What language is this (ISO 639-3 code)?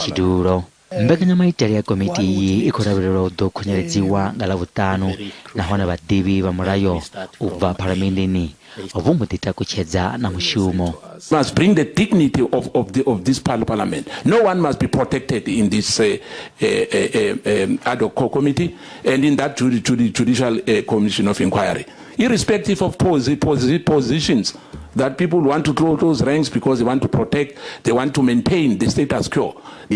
ven